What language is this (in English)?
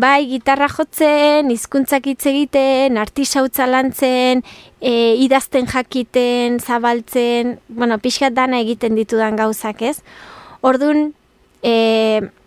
Basque